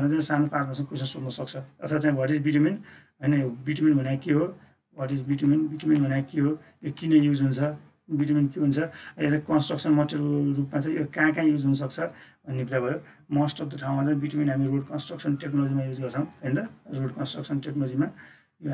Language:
Nepali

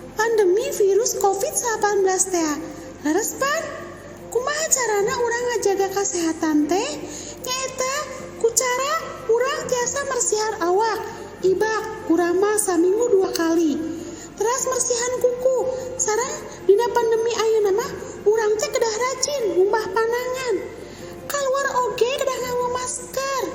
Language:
Sundanese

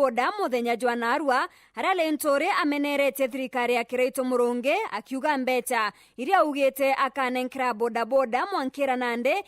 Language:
Meru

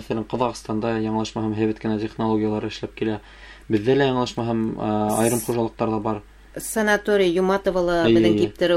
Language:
Bashkir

